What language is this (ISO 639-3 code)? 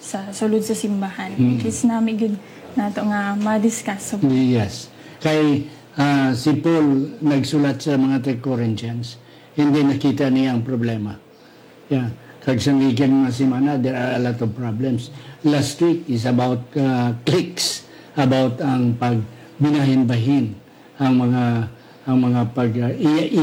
hil